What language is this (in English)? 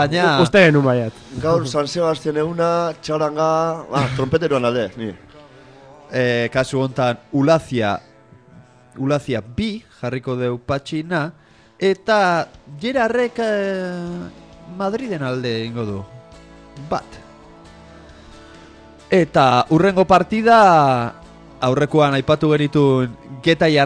Basque